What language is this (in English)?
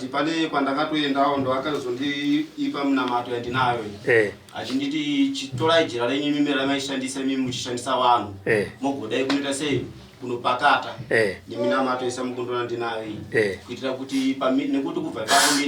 Shona